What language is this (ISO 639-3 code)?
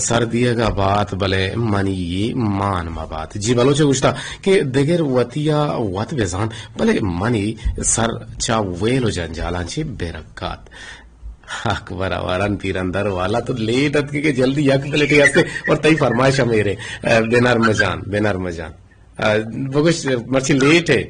bgp